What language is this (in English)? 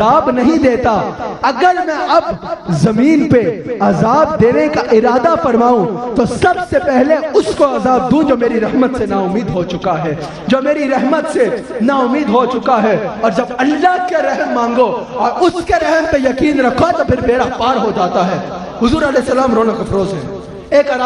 Urdu